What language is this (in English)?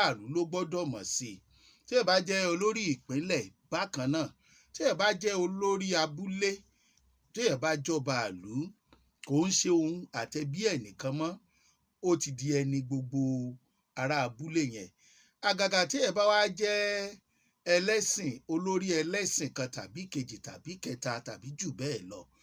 Yoruba